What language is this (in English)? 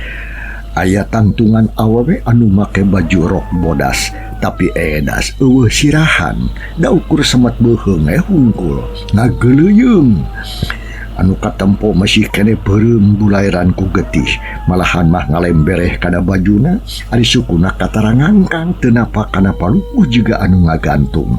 Sundanese